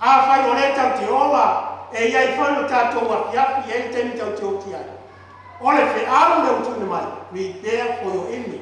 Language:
Samoan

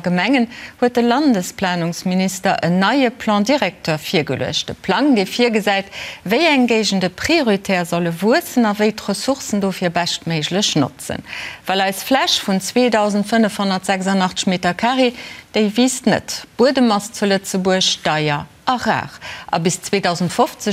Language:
Luxembourgish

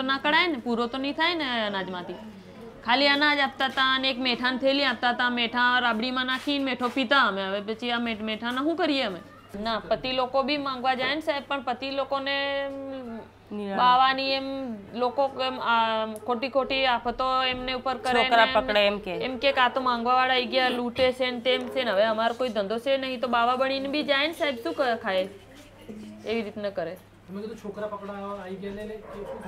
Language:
Gujarati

